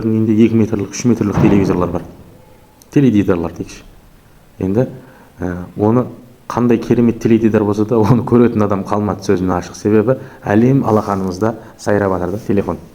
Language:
Kazakh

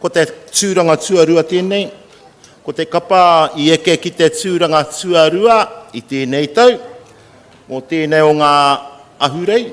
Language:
Māori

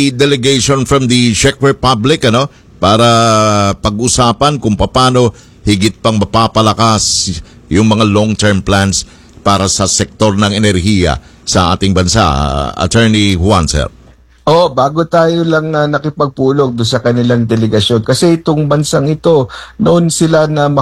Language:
Filipino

